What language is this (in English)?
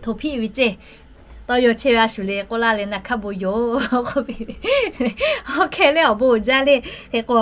Lahu